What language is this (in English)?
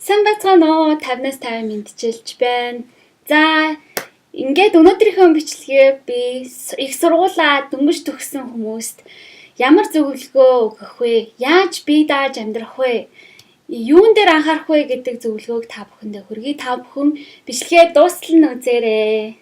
Mongolian